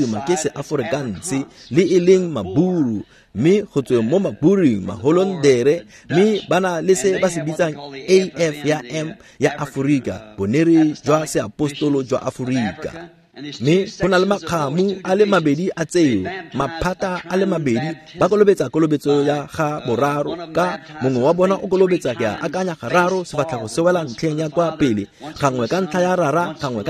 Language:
Tswana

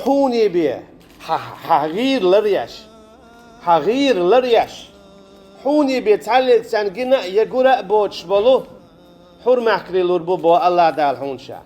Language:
Chechen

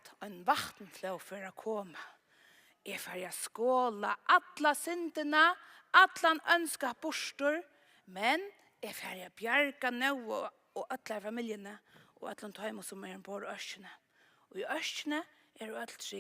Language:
Faroese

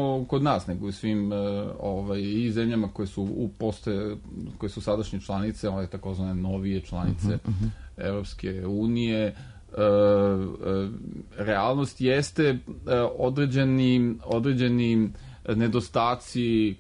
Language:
Serbian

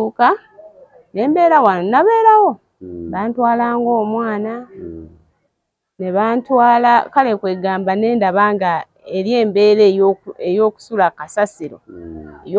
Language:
Ganda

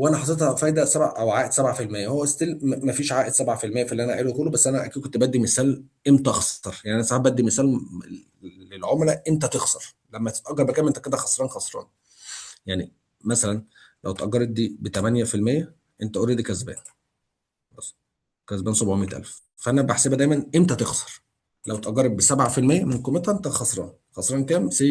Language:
Egyptian Arabic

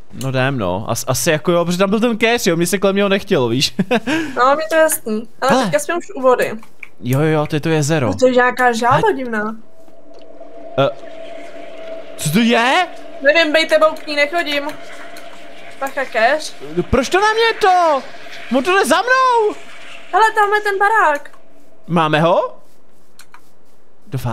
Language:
Czech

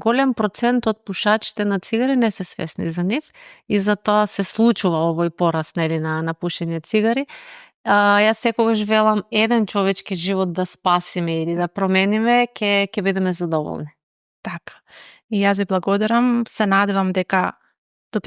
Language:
Macedonian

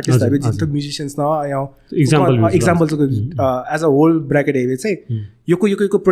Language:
Newari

